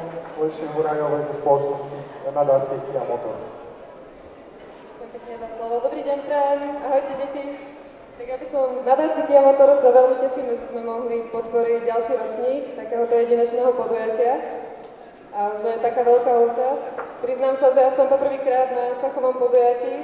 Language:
Slovak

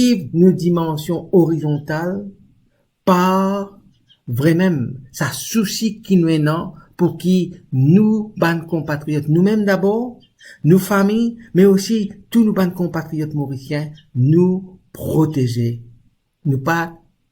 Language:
Morisyen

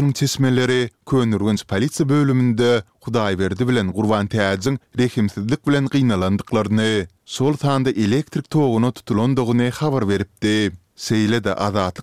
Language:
Turkmen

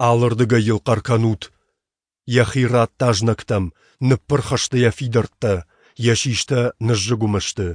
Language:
Ossetic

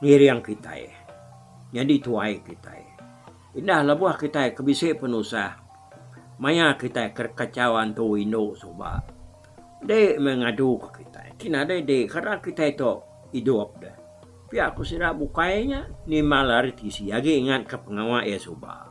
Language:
Iban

